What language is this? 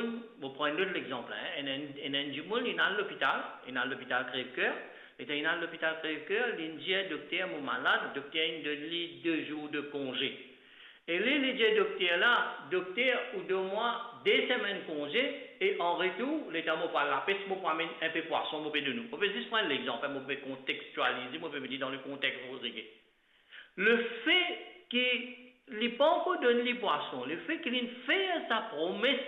Morisyen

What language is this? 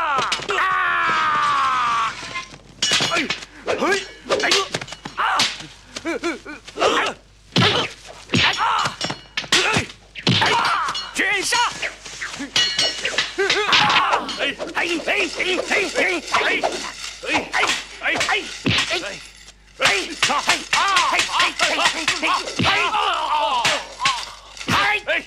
Chinese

